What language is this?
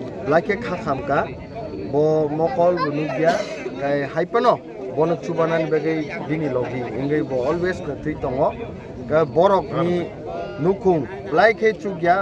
Kok Borok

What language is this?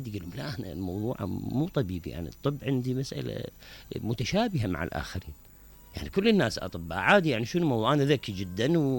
Mesopotamian Arabic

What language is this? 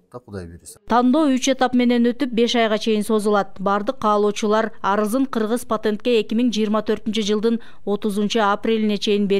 Kyrgyz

